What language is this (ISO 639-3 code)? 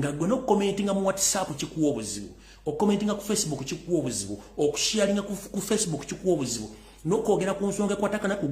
lug